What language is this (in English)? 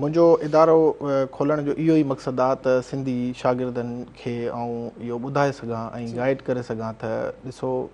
Sindhi